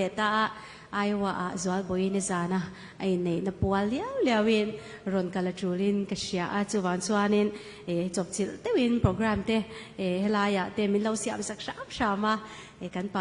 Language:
Mizo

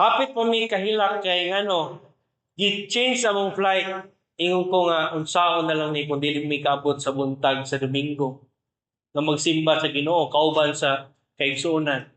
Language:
Cebuano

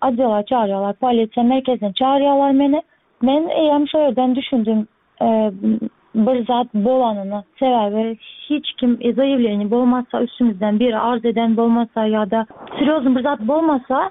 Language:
Turkmen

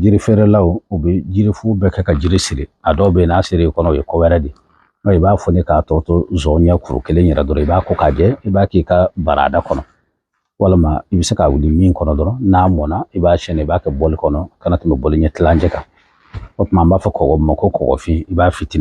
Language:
Bambara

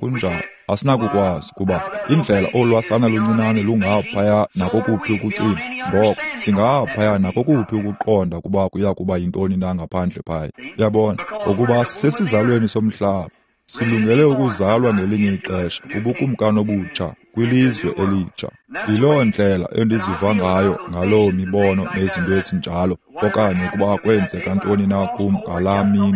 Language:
Xhosa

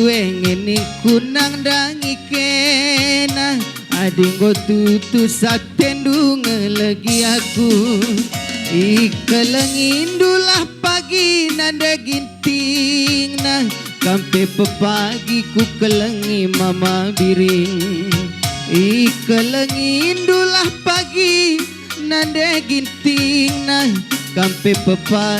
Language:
Batak Karo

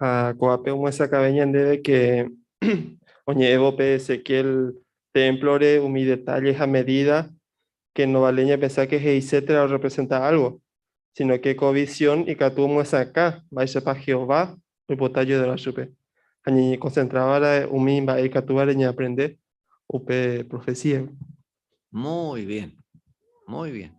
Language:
Guarani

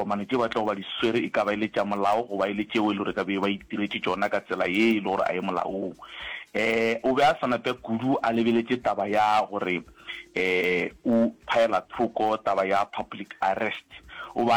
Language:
Northern Sotho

